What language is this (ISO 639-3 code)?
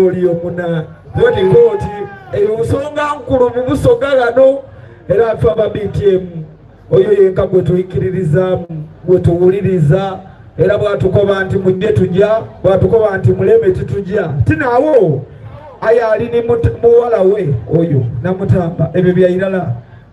xog